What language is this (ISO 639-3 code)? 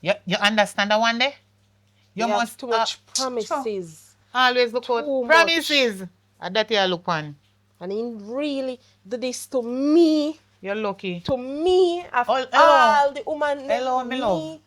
jam